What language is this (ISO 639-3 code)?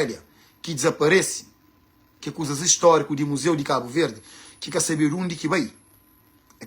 kea